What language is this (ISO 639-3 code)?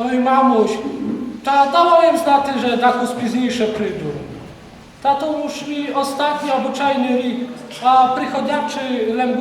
rue